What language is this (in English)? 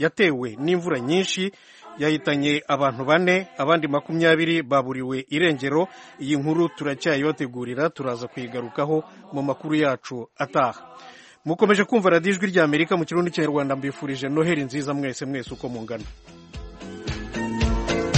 Kinyarwanda